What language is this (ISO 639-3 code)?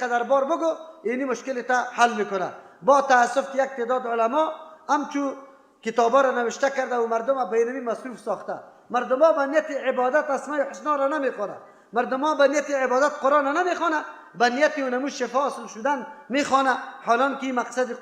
fas